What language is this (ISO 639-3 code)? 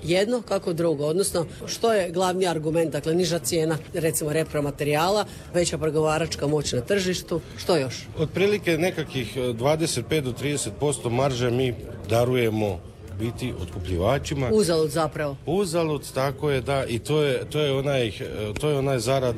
hrv